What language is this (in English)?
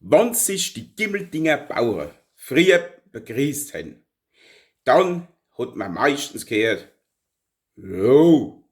Palatine German